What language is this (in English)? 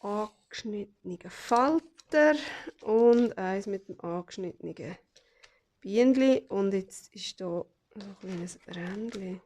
Swiss German